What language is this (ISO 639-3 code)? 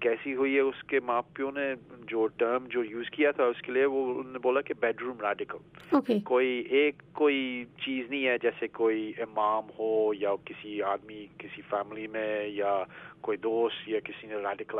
urd